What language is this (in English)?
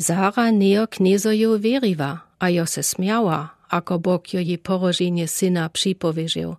Lower Sorbian